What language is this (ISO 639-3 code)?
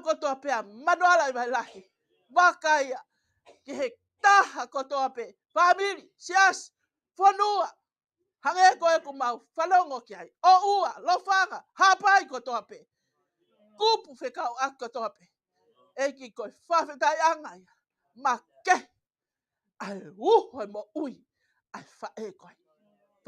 ton